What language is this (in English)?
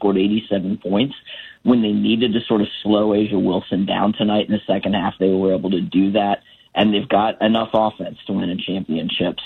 English